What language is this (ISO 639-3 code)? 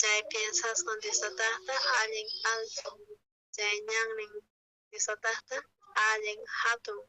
quh